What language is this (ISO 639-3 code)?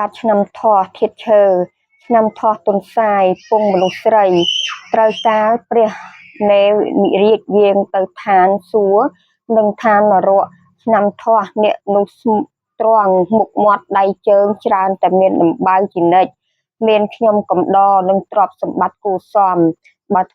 khm